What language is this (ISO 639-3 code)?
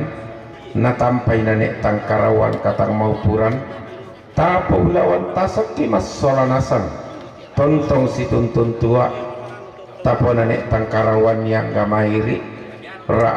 sda